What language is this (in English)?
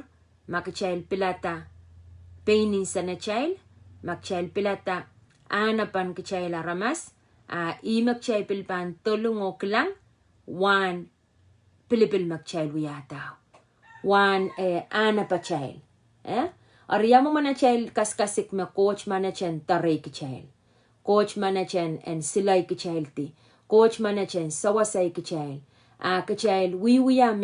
Pohnpeian